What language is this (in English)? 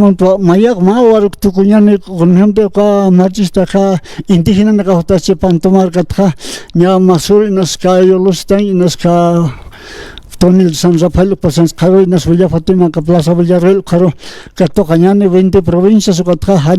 Aymara